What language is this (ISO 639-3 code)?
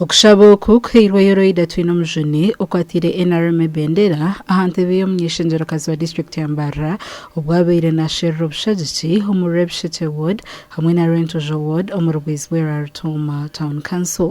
nyn